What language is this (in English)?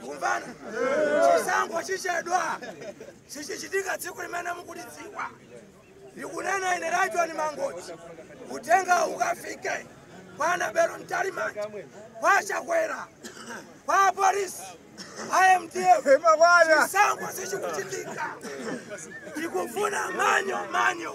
Nyanja